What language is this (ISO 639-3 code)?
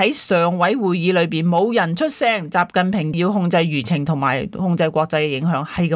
yue